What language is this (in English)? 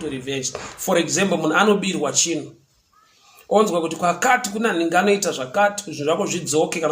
Shona